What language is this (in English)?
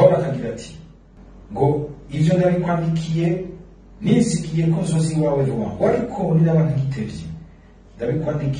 Rundi